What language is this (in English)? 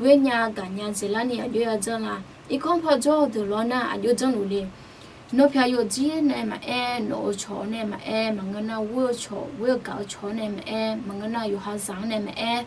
Akha